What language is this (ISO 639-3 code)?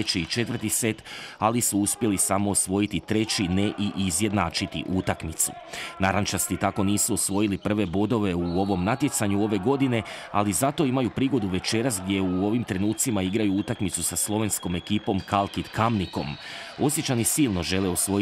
hrv